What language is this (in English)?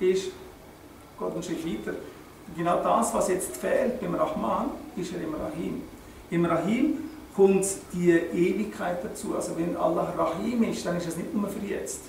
Swiss German